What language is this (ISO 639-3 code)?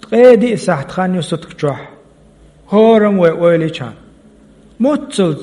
che